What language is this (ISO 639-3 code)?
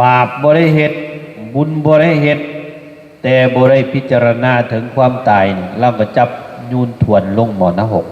tts